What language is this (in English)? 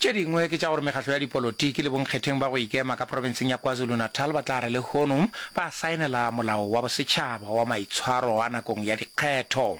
Northern Sotho